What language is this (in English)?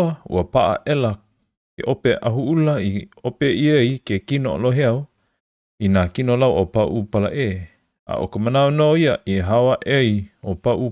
Hawaiian